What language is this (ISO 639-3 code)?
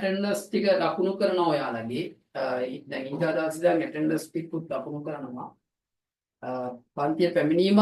sin